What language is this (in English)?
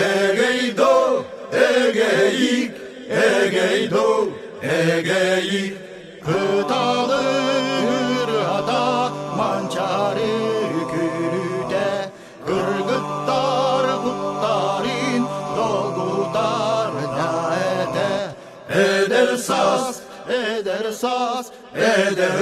Yakut